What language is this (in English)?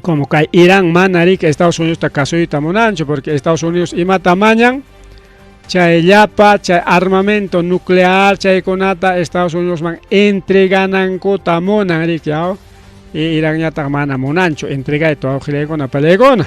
Ayacucho Quechua